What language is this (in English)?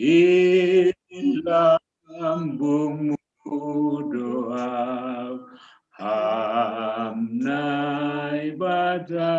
Batak Simalungun